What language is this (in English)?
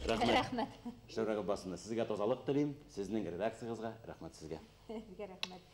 Bashkir